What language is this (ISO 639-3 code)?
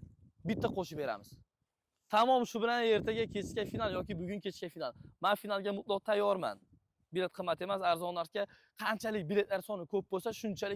uzb